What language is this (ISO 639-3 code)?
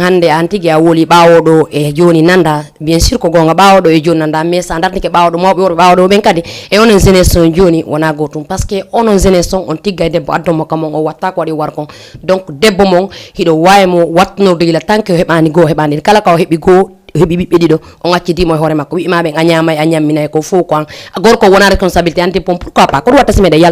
ful